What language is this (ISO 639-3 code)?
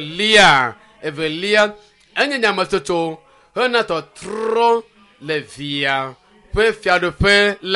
ewe